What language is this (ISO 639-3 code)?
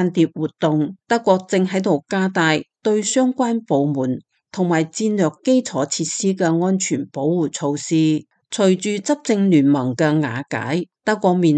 yue